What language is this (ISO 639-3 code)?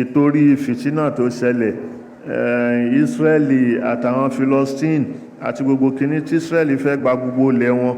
yor